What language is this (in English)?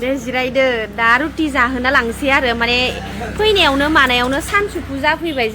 Bodo